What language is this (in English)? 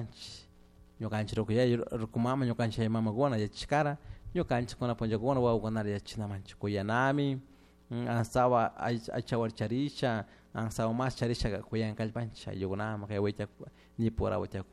Chimborazo Highland Quichua